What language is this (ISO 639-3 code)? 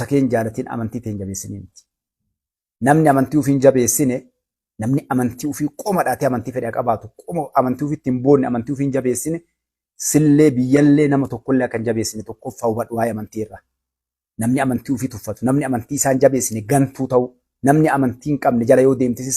orm